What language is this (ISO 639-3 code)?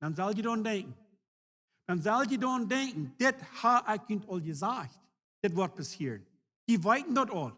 pdt